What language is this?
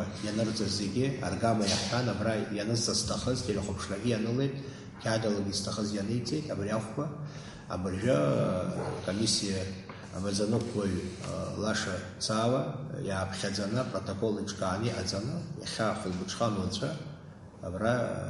Abkhazian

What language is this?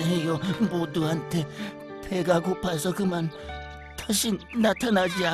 Korean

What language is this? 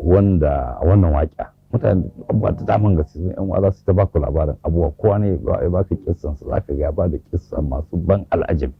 Hausa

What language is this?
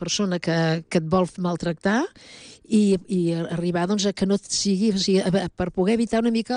Catalan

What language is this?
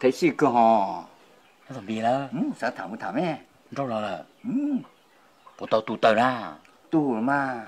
Hmong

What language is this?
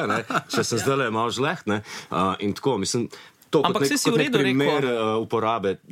Slovenian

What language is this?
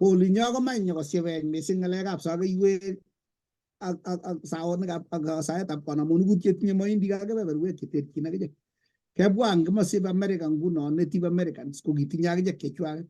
Kalenjin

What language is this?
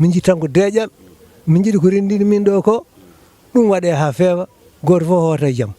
Fula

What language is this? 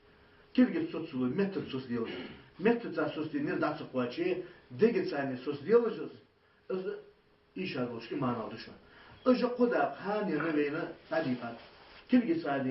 Ingush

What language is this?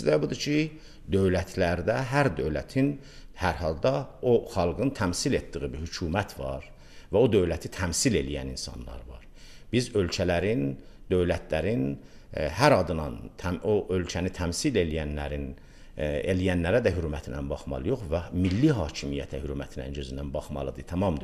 Azerbaijani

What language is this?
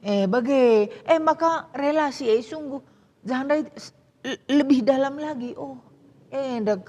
Batak Karo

